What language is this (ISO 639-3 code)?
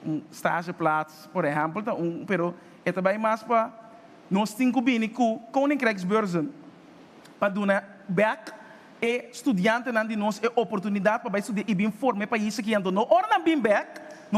pap